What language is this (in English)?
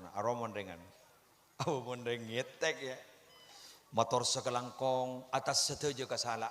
Madurese